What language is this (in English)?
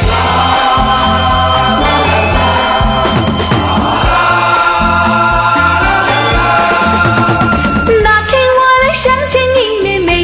Chinese